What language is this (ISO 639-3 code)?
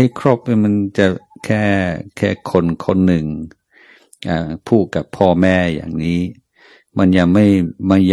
tha